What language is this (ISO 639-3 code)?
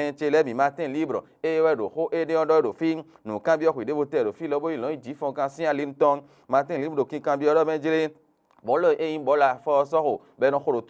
fon